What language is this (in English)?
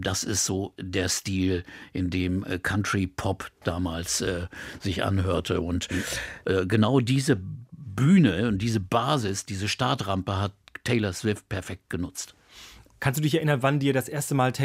German